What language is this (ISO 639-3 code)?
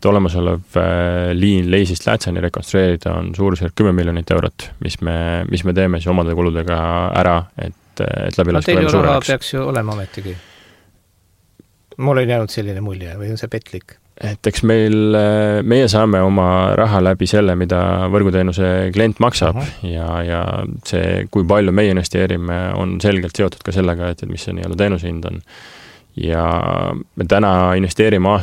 est